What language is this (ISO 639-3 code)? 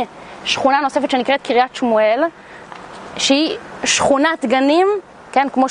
heb